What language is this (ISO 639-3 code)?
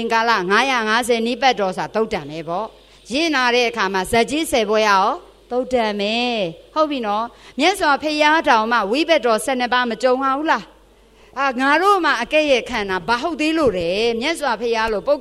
mya